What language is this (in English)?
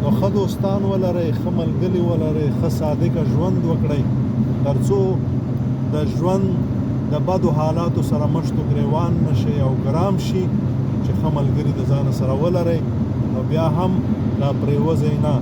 Pashto